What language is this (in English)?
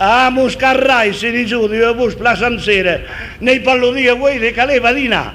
Occitan